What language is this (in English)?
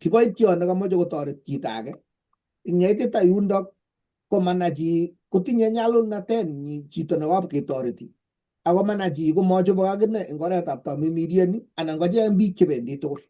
Kalenjin